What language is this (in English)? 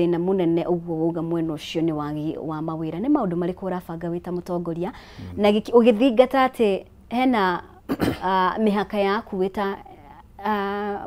Kikuyu